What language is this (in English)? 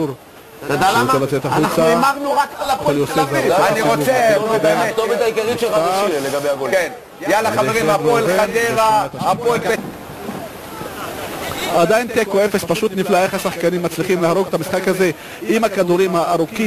Hebrew